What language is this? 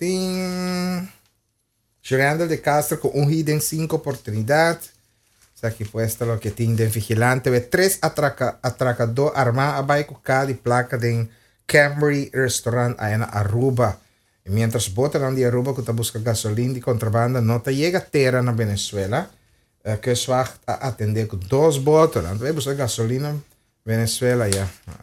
Papiamento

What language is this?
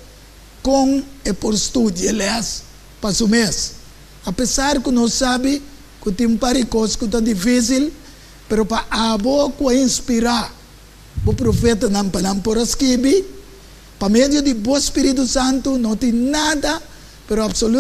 Papiamento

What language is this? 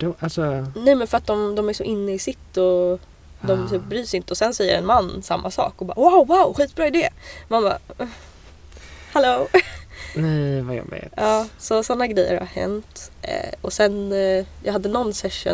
Swedish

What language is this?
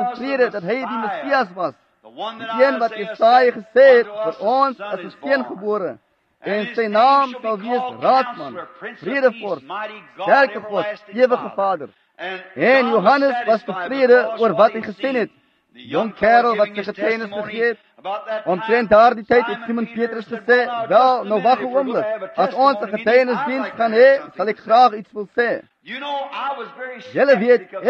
Afrikaans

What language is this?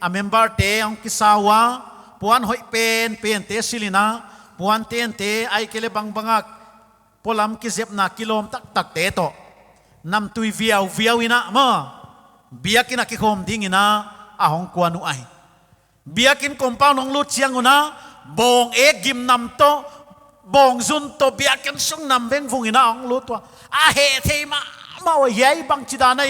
Paite Chin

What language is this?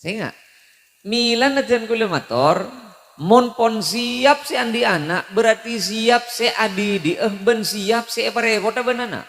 Madurese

